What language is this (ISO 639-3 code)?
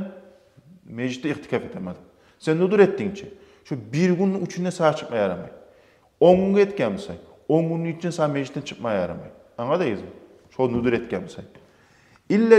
kum